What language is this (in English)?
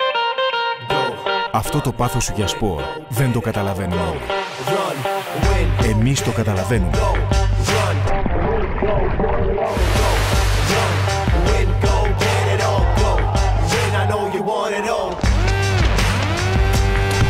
Greek